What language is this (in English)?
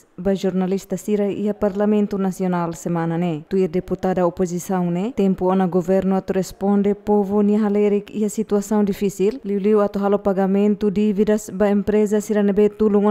Tetum